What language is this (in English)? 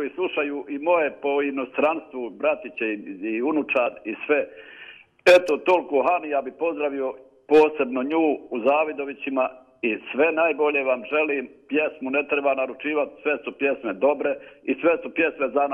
Bosnian